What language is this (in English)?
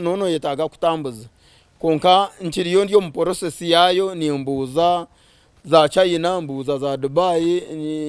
Nyankole